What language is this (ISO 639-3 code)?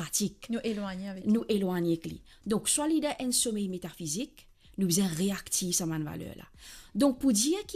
mfe